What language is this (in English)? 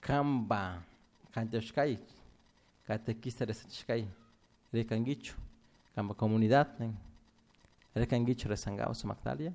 Chimborazo Highland Quichua